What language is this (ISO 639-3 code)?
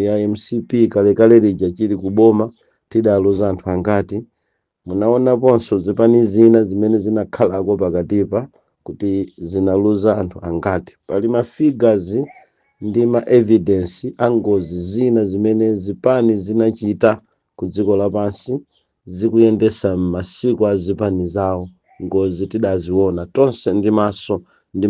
nya